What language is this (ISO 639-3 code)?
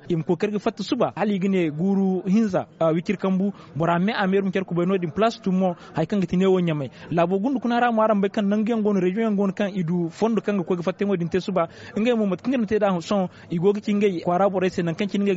dje